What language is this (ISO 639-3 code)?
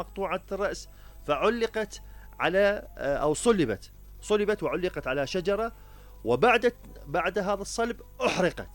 acm